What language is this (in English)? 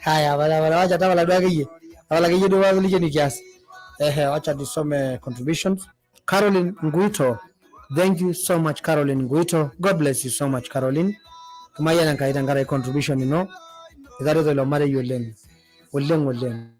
Masai